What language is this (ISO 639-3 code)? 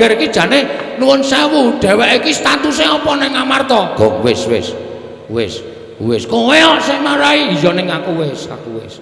jav